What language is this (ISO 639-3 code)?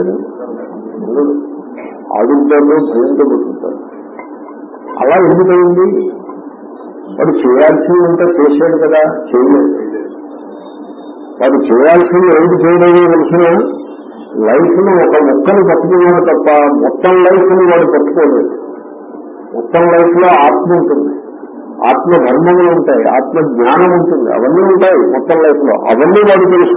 tel